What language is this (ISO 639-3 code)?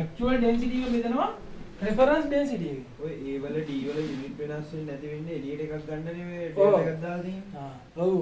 sin